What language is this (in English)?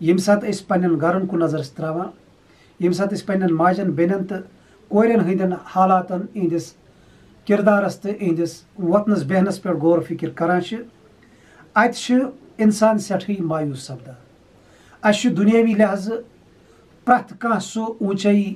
Kashmiri